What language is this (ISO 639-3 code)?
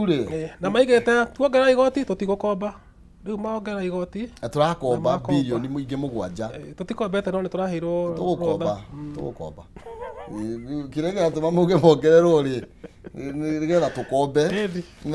kik